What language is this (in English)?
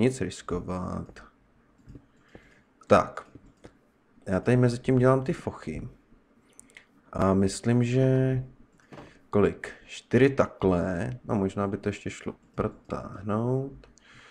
Czech